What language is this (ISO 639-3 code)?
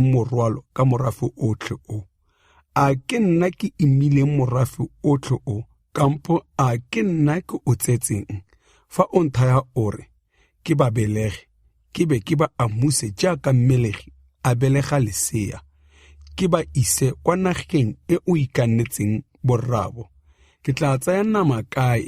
tsn